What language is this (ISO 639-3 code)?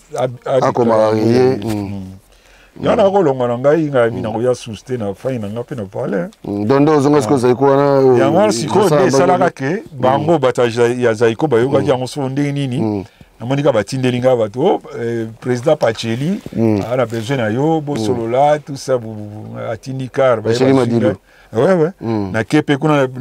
lin